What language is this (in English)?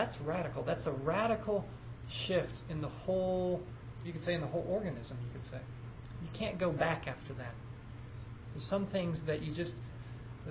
English